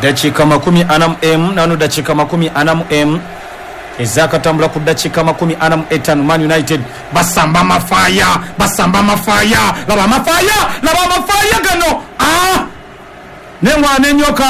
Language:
Ganda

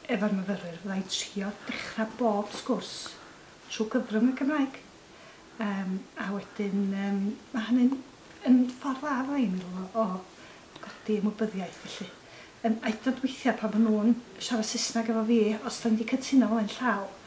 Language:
Welsh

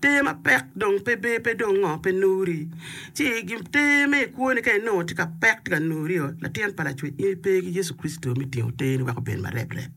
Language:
Acoli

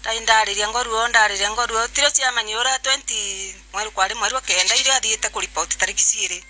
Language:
Meru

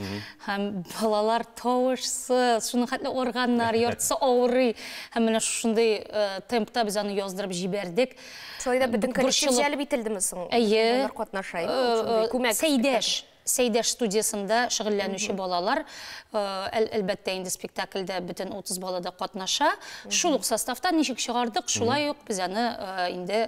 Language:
Tatar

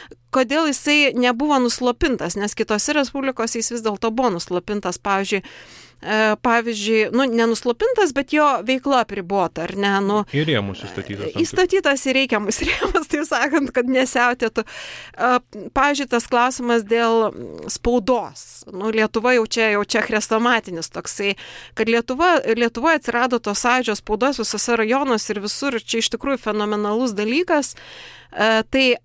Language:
Lithuanian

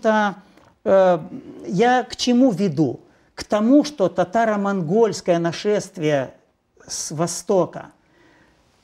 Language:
Russian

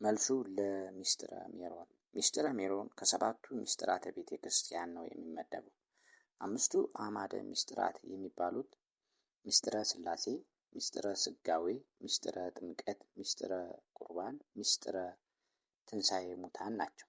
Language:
Amharic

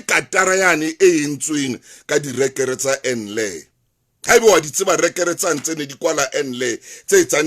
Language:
Southern Sotho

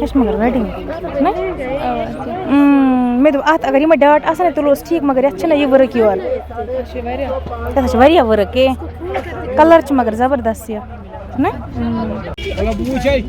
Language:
Kashmiri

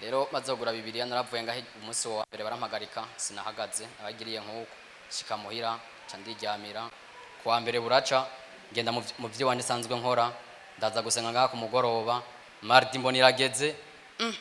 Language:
Rundi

